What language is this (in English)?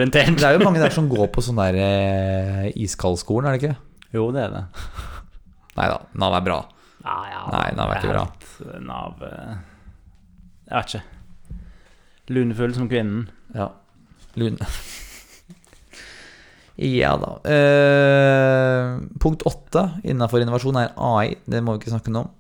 Norwegian